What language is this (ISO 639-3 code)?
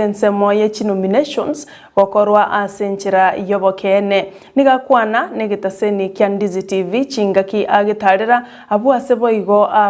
guz